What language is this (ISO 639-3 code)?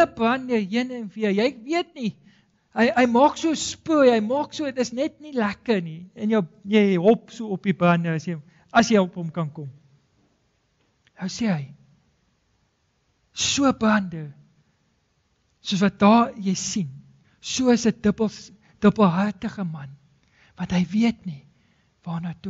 afr